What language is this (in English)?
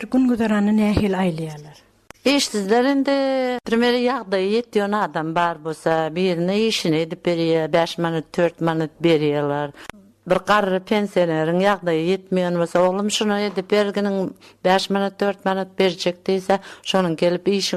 Turkmen